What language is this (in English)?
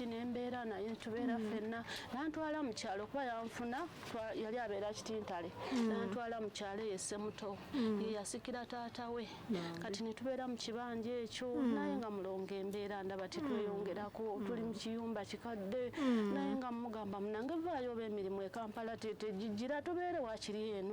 Ganda